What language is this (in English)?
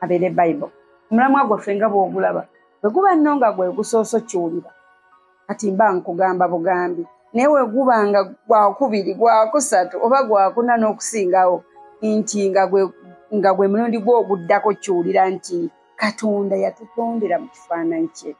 Ganda